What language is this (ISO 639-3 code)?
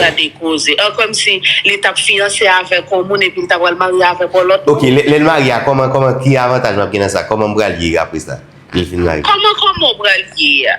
hat